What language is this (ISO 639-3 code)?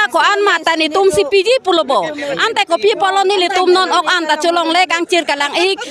mjw